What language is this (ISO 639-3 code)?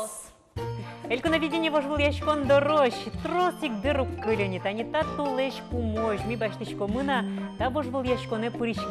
udm